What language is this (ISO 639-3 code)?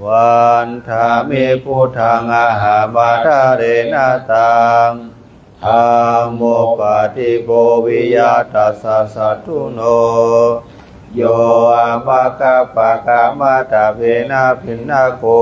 pli